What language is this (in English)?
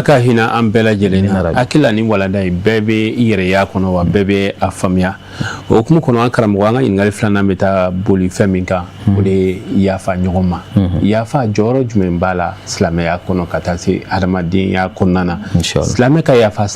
Bambara